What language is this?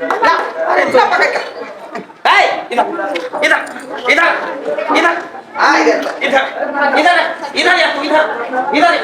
Maithili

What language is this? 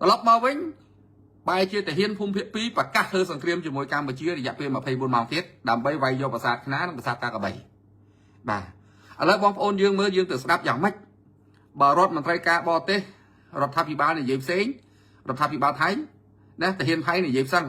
Khmer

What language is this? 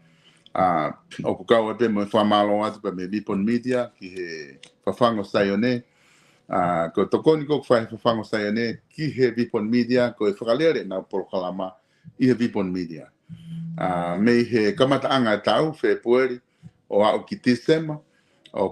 Tongan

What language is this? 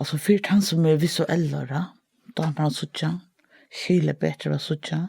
Faroese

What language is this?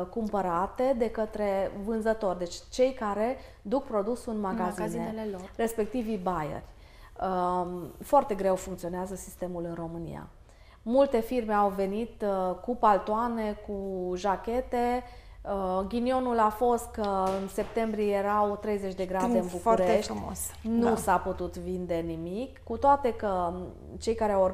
Romanian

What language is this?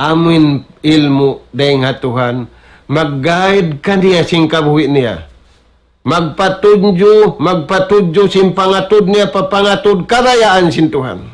Tausug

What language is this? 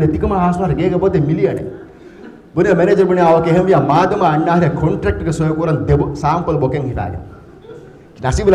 Divehi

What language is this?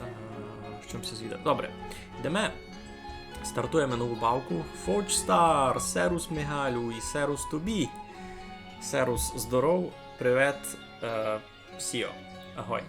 Rusyn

